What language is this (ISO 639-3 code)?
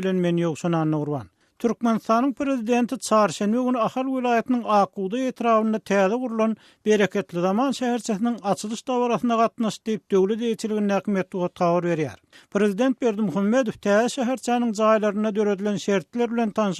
tuk